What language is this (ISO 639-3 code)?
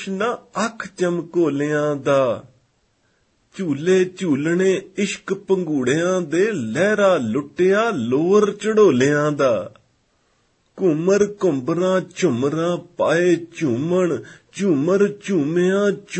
pan